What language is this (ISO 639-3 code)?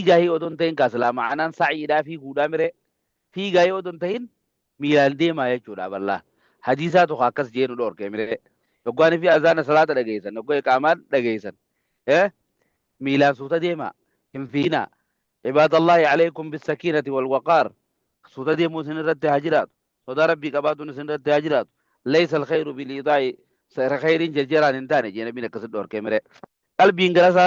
orm